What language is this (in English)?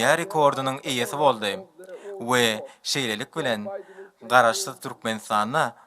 Turkmen